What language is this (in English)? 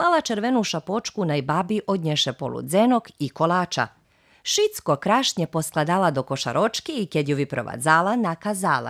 Rusyn